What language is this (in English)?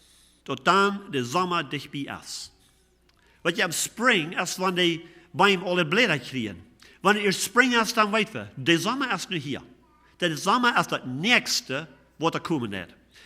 Plautdietsch